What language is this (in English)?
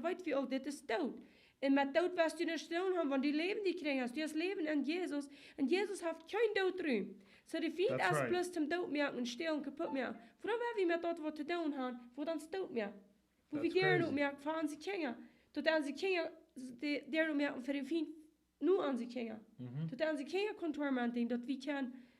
Plautdietsch